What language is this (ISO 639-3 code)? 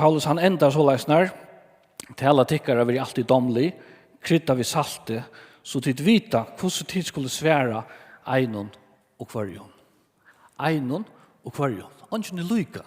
fao